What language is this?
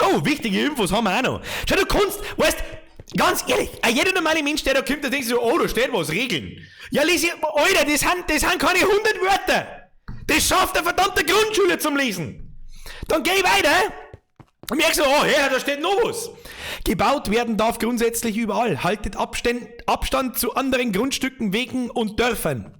Bavarian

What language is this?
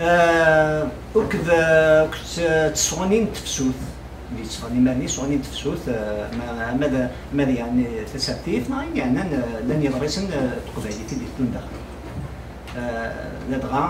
Kabyle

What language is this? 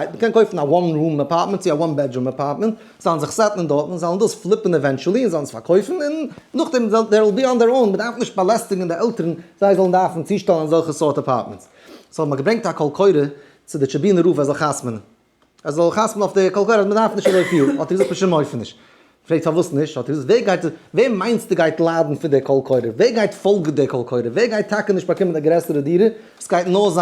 Yiddish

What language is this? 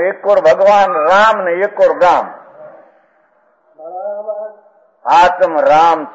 Gujarati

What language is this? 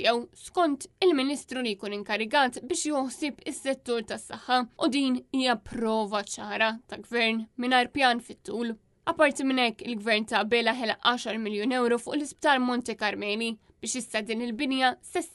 Maltese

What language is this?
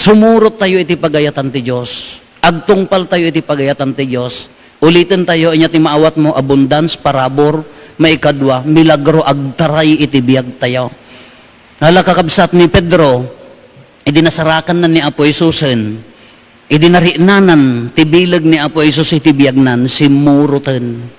Iloko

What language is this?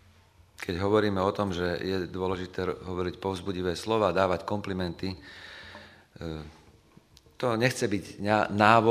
Slovak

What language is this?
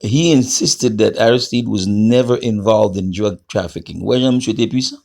Haitian Creole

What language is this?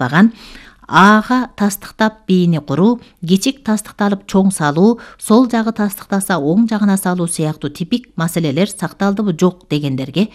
Kyrgyz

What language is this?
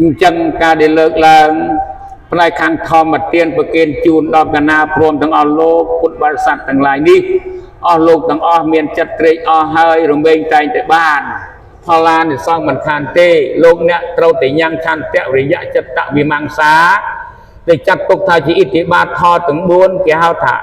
Khmer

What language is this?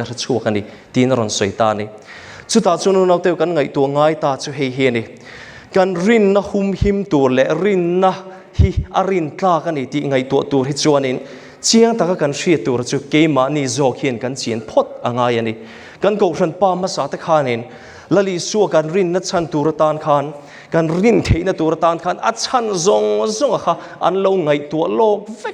Mizo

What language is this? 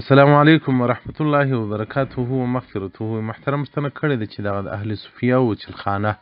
Pashto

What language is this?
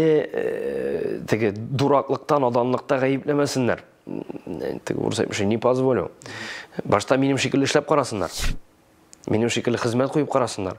Tatar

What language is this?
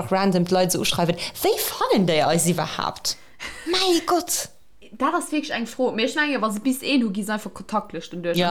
Luxembourgish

